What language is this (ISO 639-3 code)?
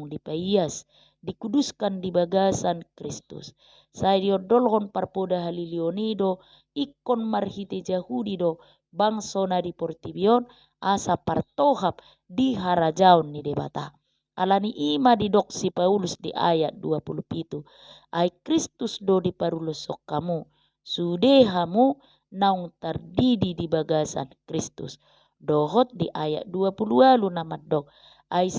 bbc